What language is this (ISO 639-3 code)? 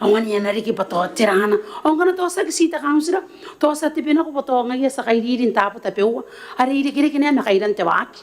gil